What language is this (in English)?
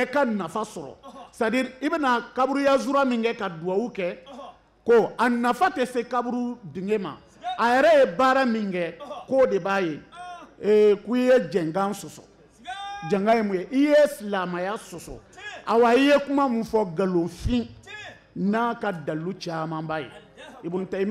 Bambara